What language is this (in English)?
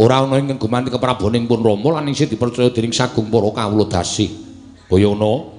Javanese